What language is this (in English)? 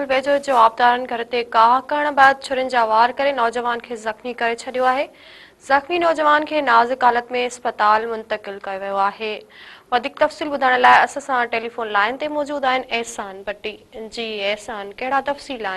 Sindhi